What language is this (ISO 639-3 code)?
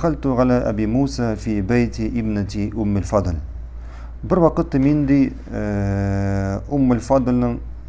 tat